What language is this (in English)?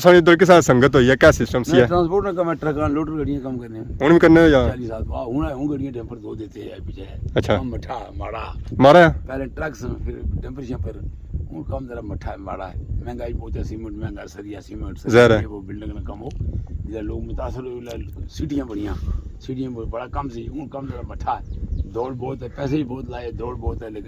Pahari-Potwari